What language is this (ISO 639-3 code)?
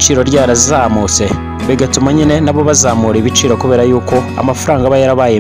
kin